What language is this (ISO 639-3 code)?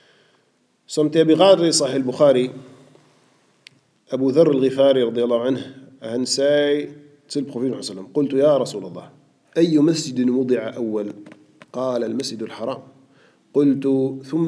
dan